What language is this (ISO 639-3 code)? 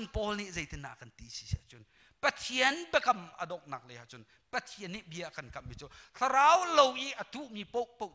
cnh